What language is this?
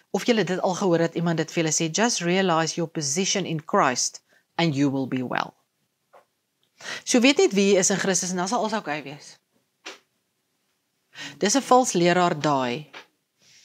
Afrikaans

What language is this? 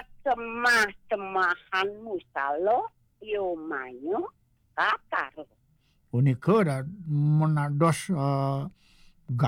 Balinese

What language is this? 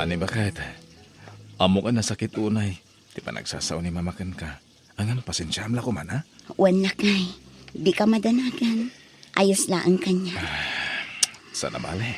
Iloko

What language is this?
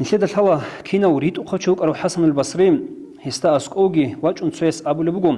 Avaric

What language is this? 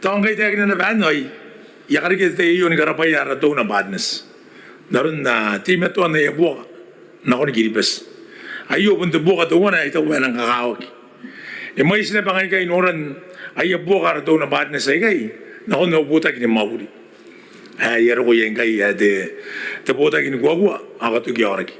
Gilbertese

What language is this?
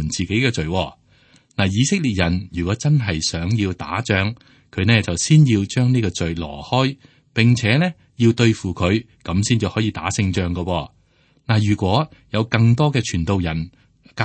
Cantonese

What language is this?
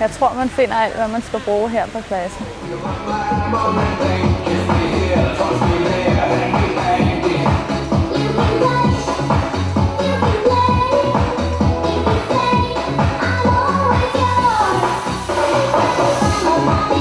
Danish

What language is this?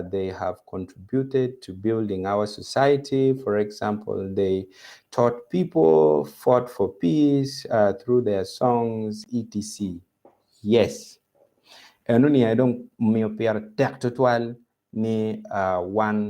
Acoli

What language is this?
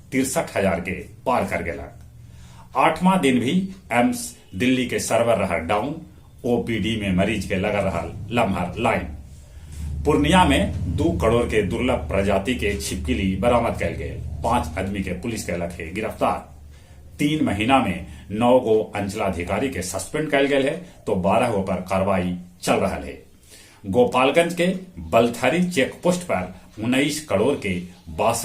Magahi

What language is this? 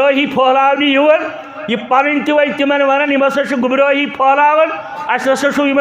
Kashmiri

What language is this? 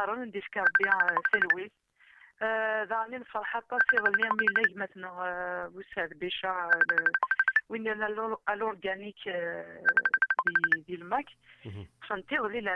Kabyle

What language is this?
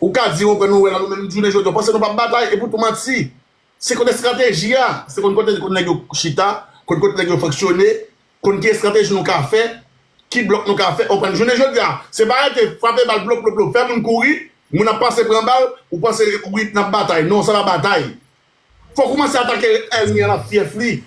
Haitian Creole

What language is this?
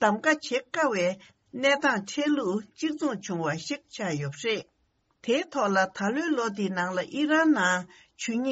Tibetan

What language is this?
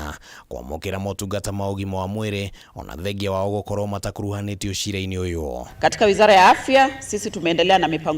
Kikuyu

